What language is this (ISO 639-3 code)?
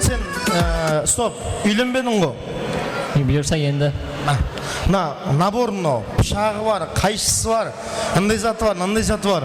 kaa